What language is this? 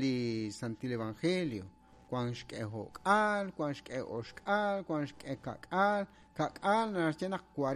Kekchí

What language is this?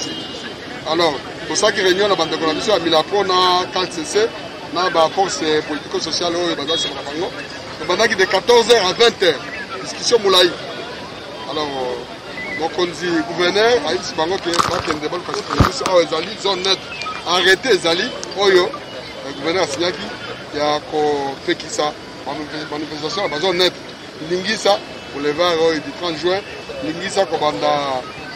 Lingala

